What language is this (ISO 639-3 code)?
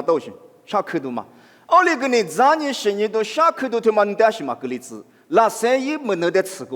lis